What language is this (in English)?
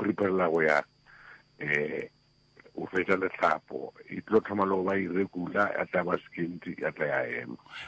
Northern Sotho